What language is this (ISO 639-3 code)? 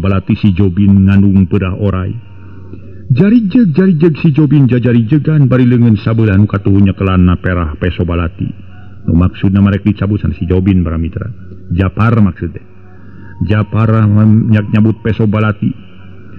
sun